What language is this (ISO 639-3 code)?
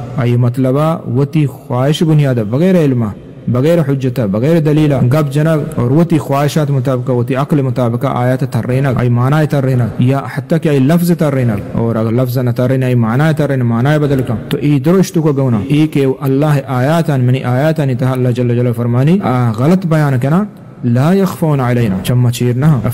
bgp